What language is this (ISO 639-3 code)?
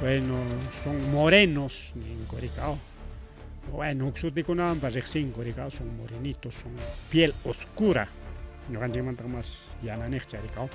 quy